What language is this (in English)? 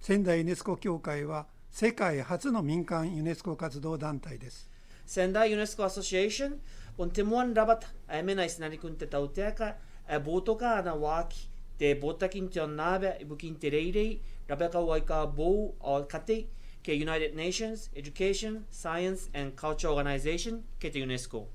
Gilbertese